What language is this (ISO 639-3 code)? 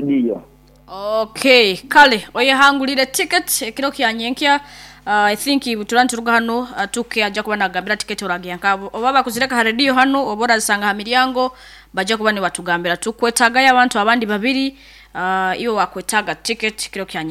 nyo